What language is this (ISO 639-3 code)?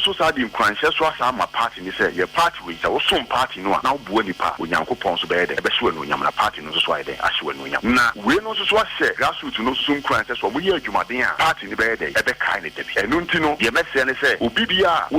aka